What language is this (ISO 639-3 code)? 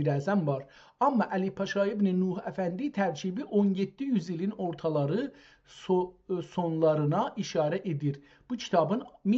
azb